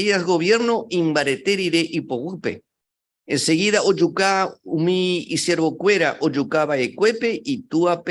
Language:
Guarani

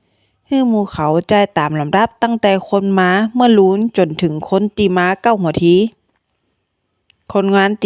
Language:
Northern Thai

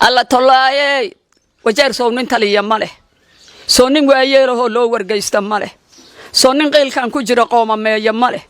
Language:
Somali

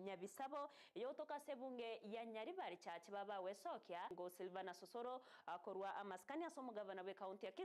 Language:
Gusii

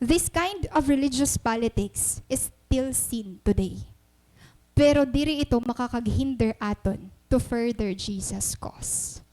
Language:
Waray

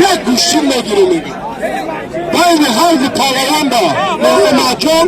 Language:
Tajik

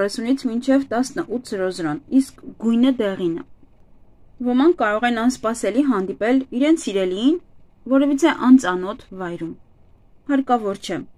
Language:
Armenian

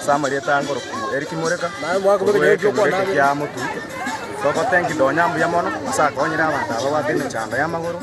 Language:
Gusii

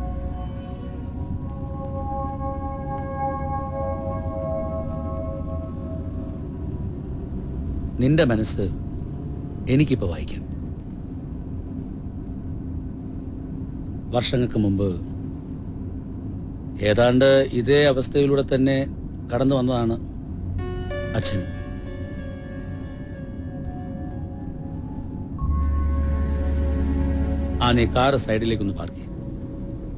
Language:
Malayalam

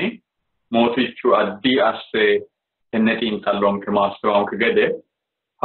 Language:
Sidamo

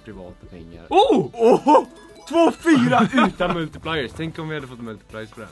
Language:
Swedish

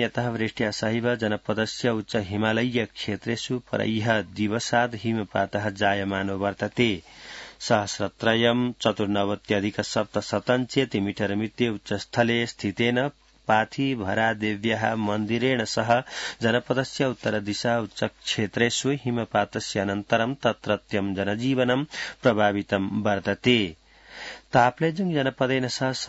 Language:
Sanskrit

